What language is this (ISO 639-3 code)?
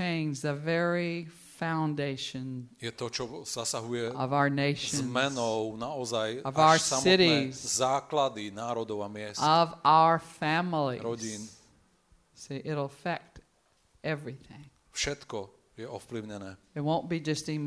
slk